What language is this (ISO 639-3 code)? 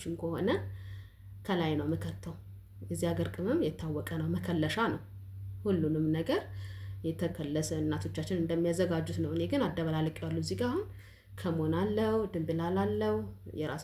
amh